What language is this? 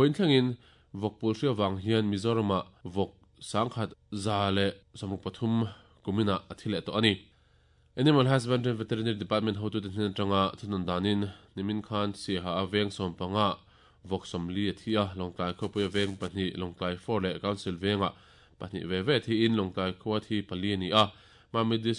Mizo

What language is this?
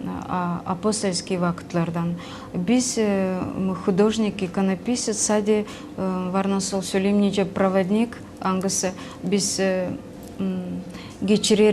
Gagauz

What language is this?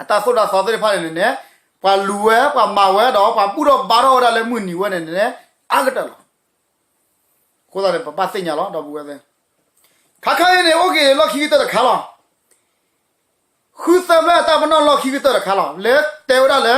S'gaw Karen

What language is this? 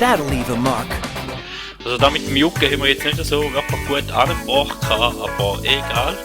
Swiss German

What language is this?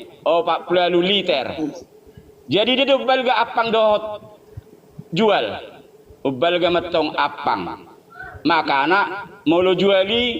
Batak Toba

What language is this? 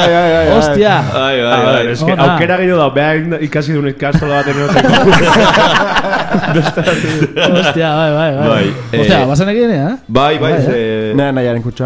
Basque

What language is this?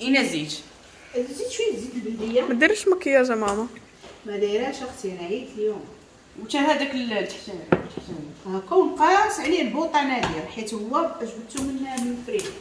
Moroccan Arabic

